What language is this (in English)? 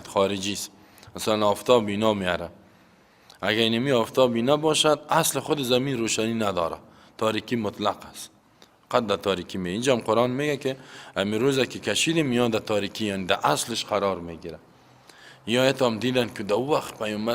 Persian